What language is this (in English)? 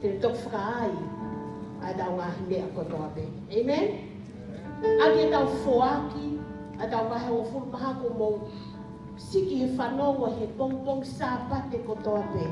Tongan